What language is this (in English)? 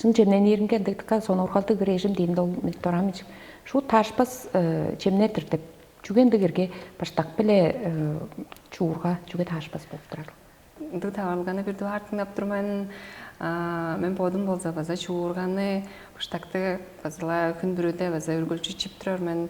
Tuvinian